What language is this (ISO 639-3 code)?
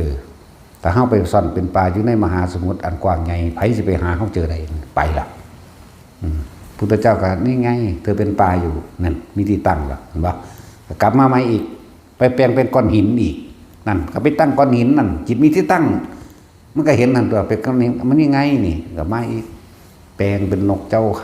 tts